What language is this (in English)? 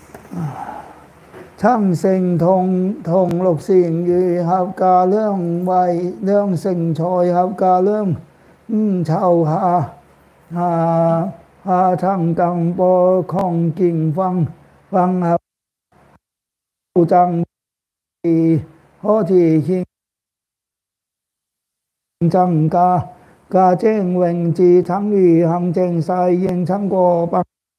Vietnamese